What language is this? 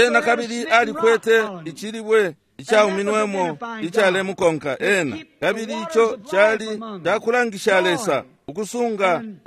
Bemba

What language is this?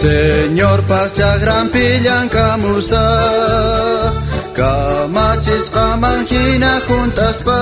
South Bolivian Quechua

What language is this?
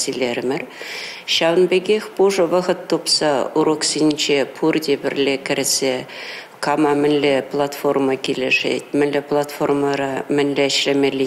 Chuvash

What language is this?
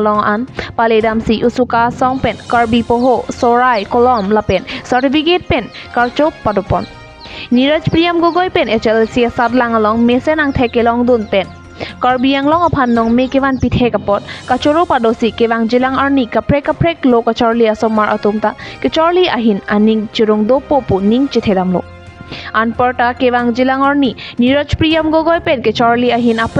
Karbi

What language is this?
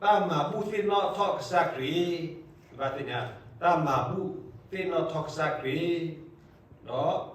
S'gaw Karen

